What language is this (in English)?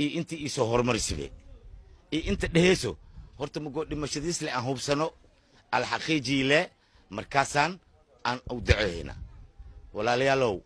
Somali